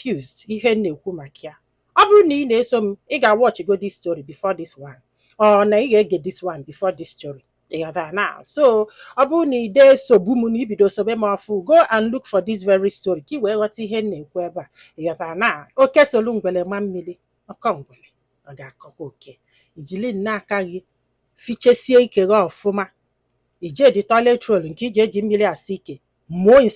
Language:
Igbo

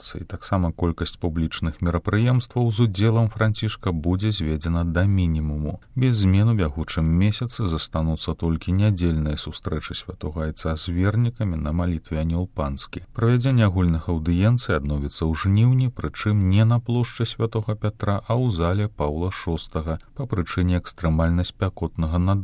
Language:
Belarusian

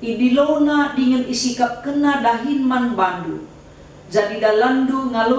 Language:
Batak Karo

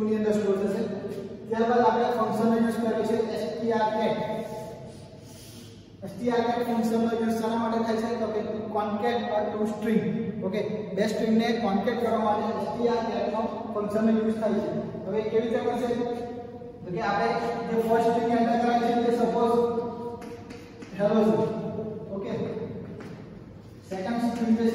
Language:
Gujarati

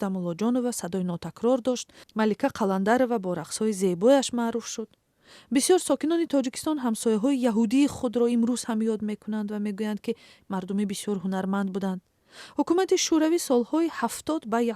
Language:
Tajik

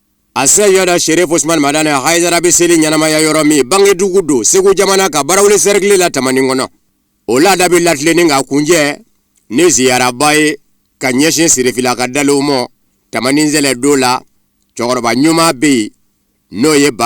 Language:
Bambara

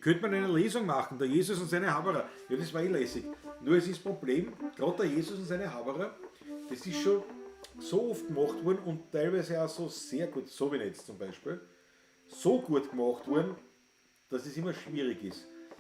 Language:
Bavarian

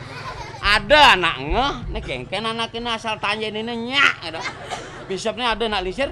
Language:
Balinese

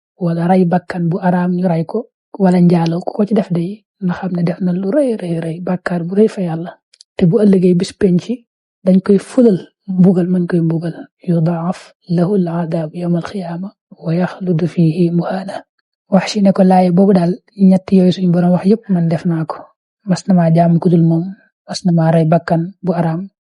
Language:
Wolof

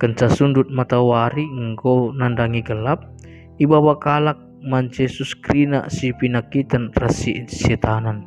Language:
Batak Karo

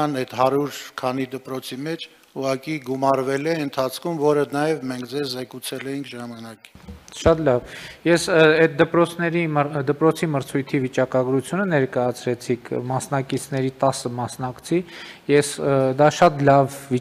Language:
Armenian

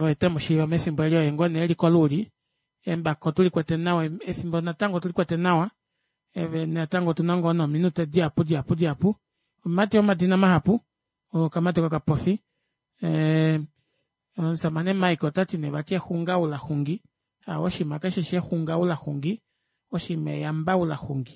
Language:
Kuanyama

